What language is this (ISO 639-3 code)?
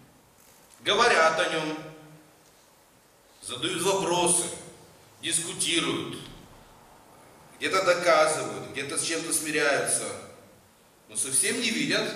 rus